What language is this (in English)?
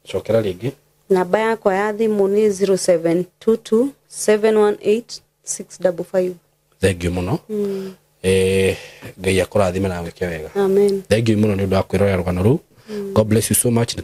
Kikuyu